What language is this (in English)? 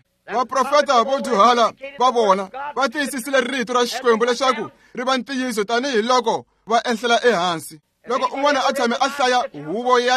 Tsonga